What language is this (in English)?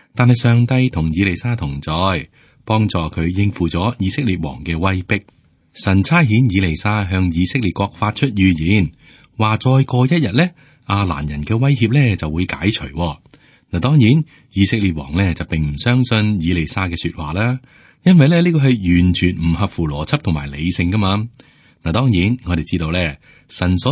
Cantonese